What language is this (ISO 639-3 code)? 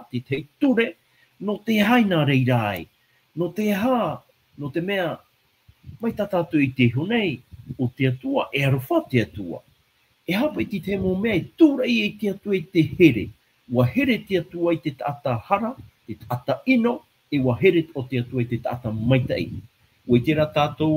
tah